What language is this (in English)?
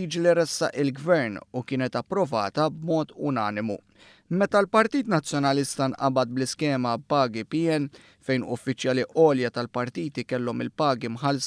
Maltese